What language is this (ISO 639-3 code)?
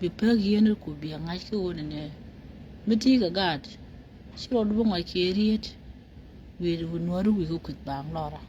nus